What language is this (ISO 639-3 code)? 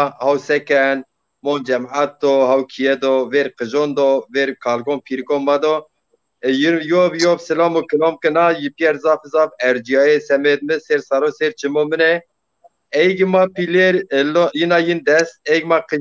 zza